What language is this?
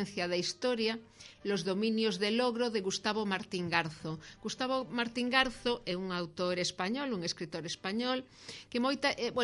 Galician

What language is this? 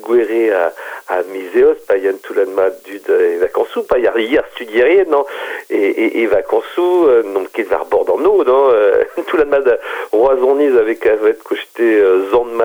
Breton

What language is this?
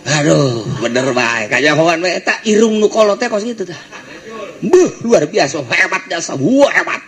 Sundanese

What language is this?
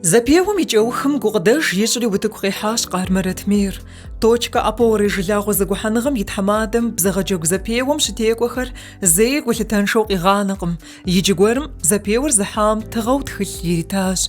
Kabardian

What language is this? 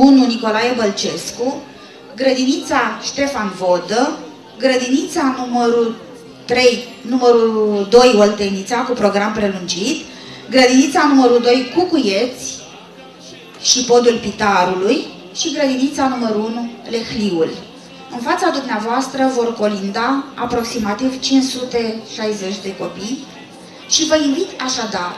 Romanian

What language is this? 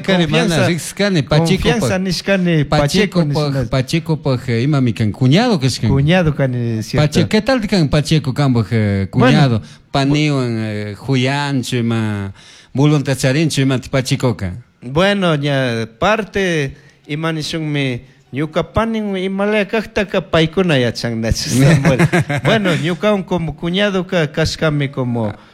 Chimborazo Highland Quichua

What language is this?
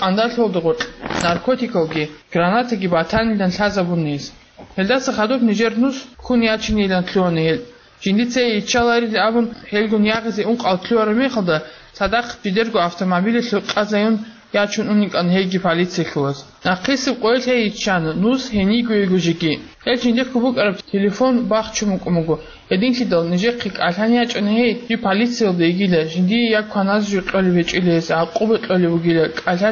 Avaric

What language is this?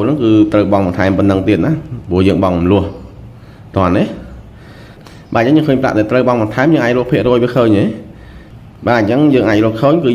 Khmer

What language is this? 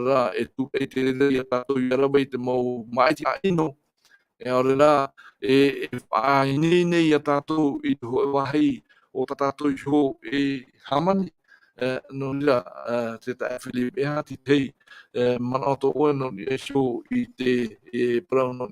Tahitian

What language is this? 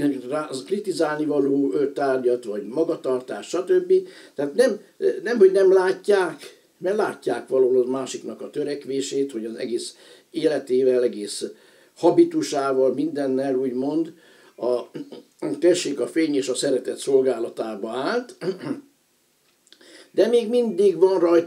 Hungarian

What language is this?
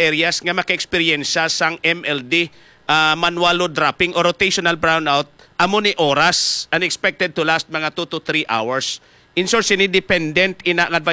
Hiligaynon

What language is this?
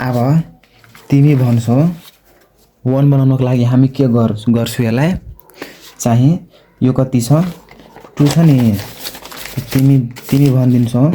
Nepali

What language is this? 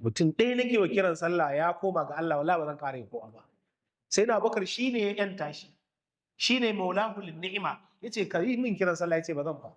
Hausa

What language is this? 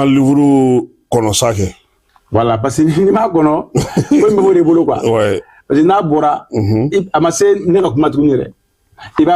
Bambara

